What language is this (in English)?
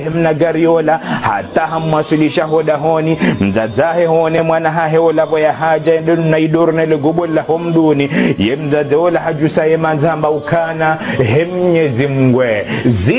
Ngazidja Comorian